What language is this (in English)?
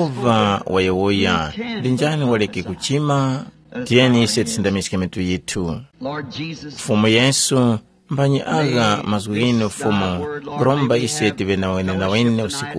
Tumbuka